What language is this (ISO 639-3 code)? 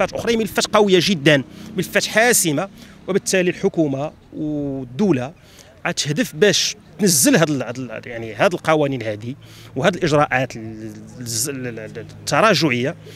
ary